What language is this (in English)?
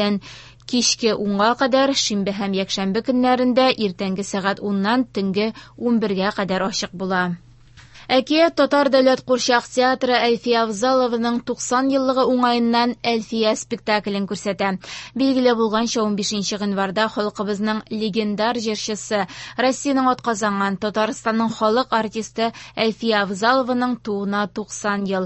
Tatar